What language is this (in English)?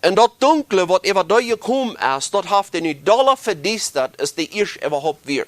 Plautdietsch